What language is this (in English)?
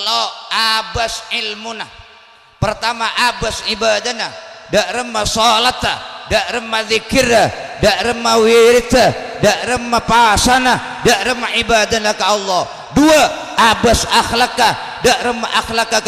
Madurese